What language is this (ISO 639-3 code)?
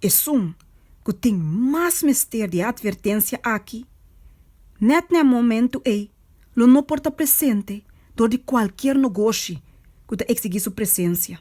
pap